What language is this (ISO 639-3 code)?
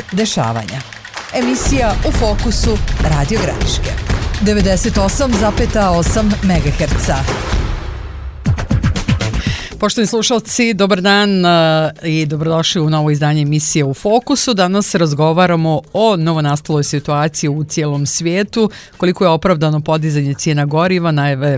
bos